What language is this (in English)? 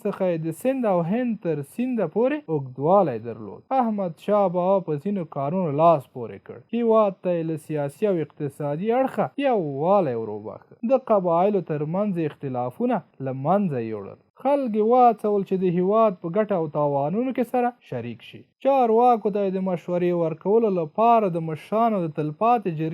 Pashto